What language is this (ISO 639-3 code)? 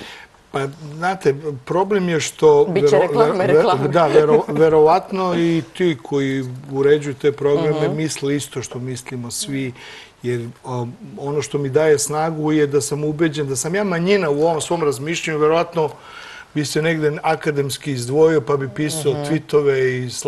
srp